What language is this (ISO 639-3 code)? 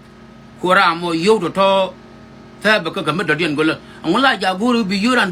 nus